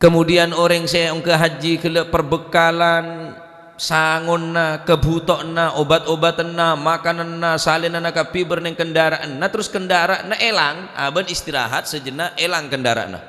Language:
Madurese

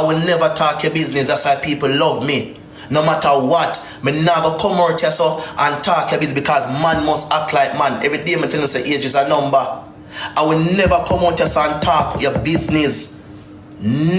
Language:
Jamaican Creole English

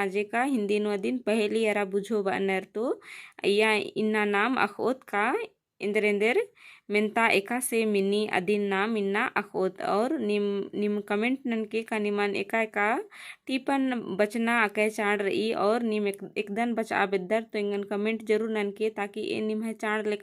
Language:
Kurukh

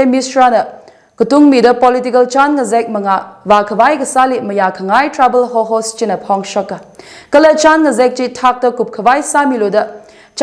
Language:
Tangkhul Naga (India)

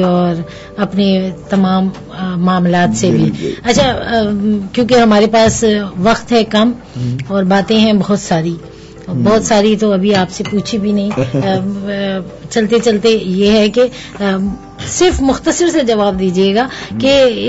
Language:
Urdu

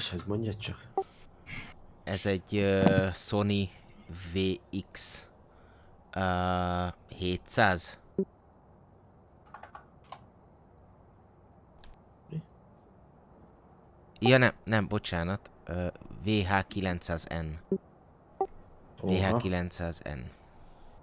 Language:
Hungarian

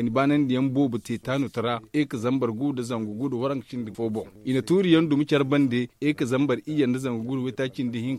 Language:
Zarma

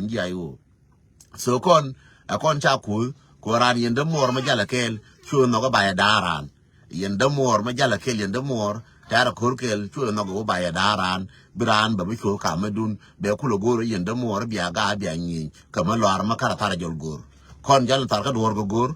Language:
Nuer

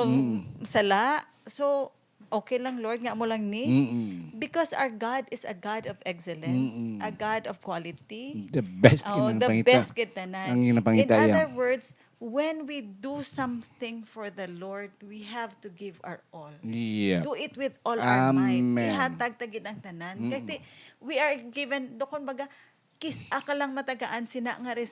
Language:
Hiligaynon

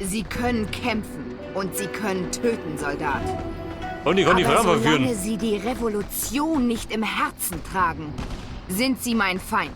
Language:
Bavarian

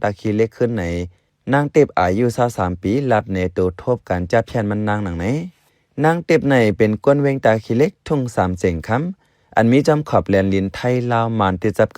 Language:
Shan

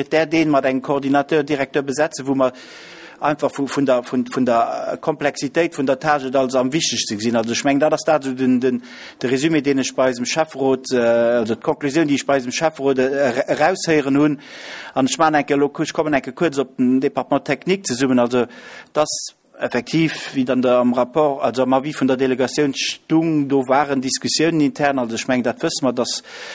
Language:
Luxembourgish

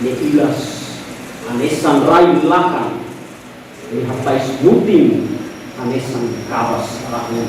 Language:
Tetum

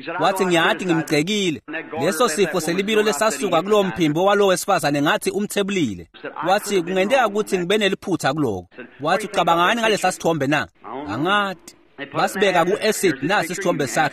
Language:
Swati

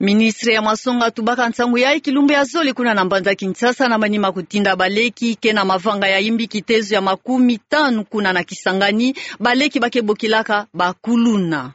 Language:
Kituba (Democratic Republic of Congo)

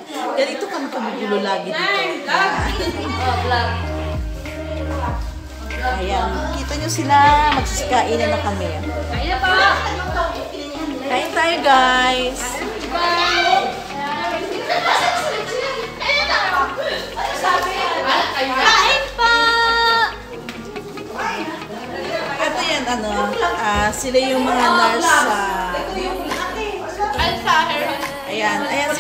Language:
Filipino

